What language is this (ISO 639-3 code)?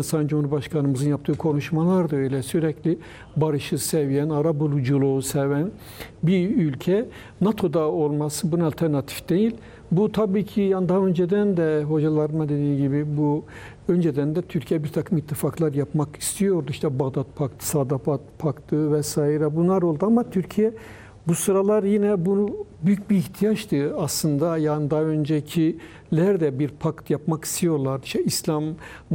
tur